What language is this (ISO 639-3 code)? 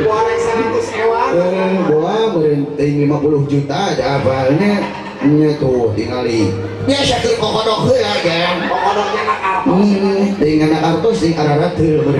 sun